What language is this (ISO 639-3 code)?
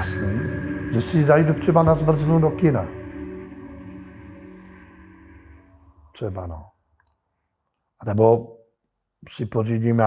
ces